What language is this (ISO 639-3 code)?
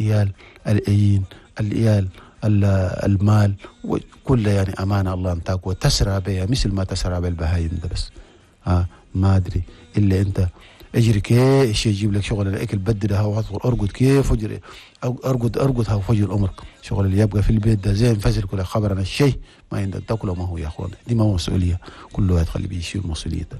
shu